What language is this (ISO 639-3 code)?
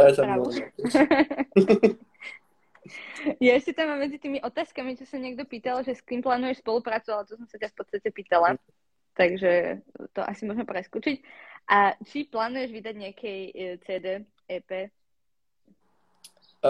slk